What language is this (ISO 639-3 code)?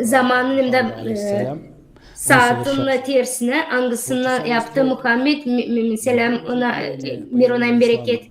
gag